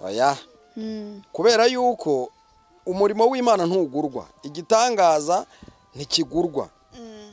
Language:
Kinyarwanda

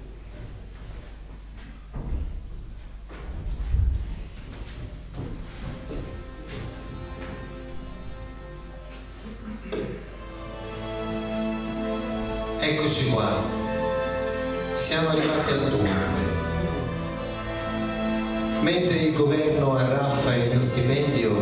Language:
Italian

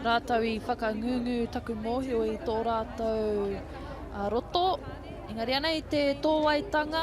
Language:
Māori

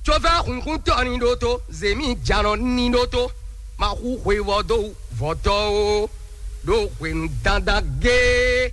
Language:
Fon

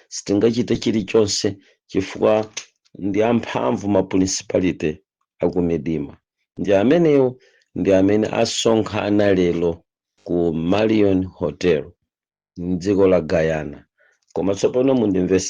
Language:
Nyanja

